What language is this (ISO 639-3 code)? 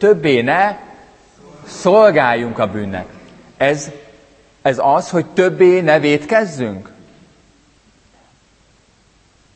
hun